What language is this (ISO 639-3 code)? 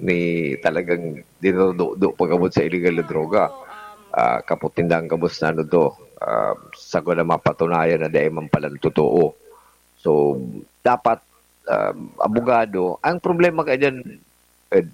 bik